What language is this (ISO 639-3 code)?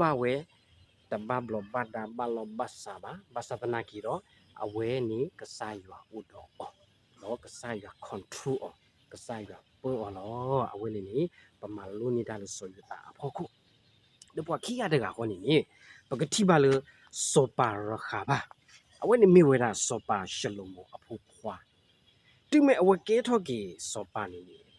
ksw